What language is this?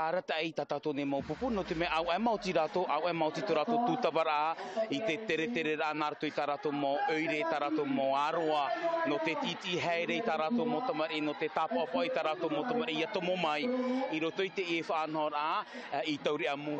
Tahitian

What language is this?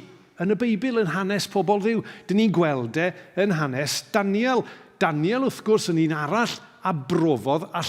Welsh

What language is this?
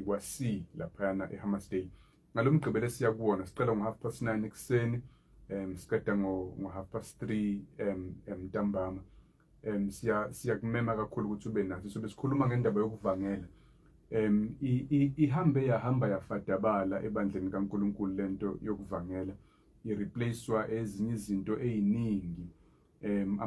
Zulu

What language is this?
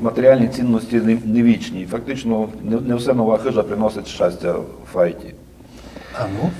Rusyn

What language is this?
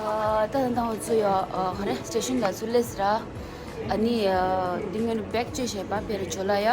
Tibetan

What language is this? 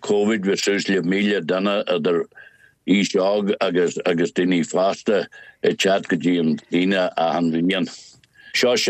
Irish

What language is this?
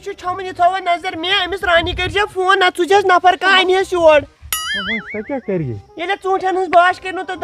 Kashmiri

